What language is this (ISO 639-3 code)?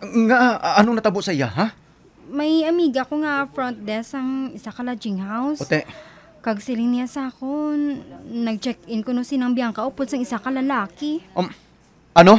hil